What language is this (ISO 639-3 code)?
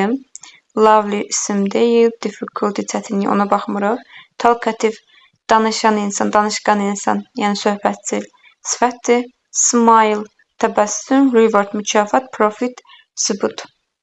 aze